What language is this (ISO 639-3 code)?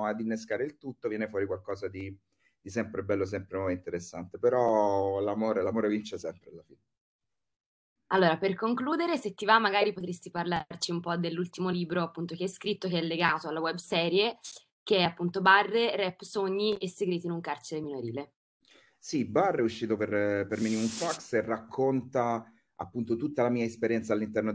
ita